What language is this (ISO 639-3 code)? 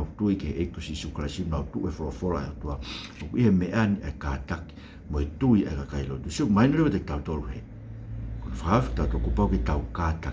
ton